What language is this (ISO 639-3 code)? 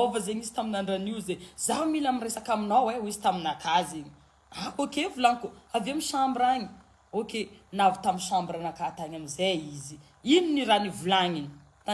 mlg